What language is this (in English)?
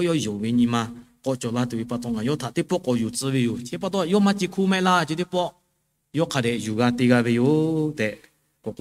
Lahu